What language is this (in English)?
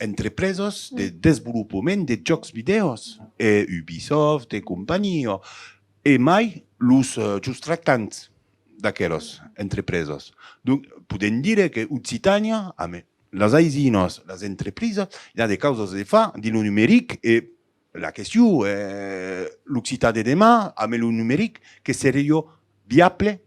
Occitan